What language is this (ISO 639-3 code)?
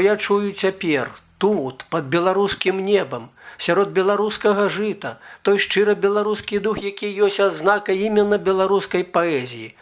bel